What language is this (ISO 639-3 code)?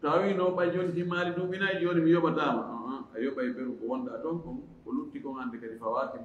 ful